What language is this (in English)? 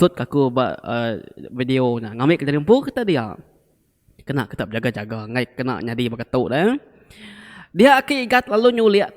Iban